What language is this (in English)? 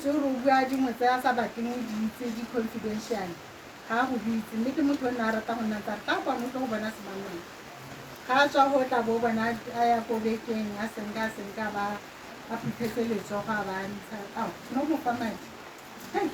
Tswana